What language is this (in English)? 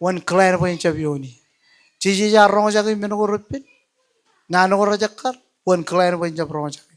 Marshallese